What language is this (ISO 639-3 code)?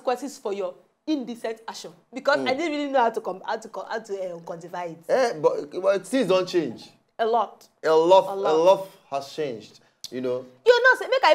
pcm